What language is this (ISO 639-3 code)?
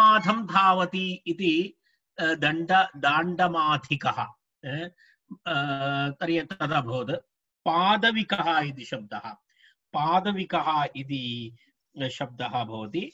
san